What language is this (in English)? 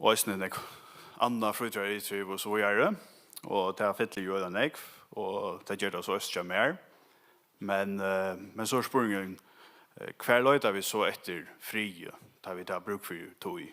Faroese